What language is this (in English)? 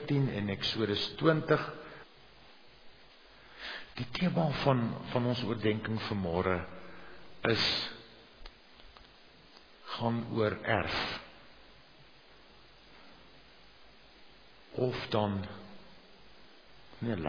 Afrikaans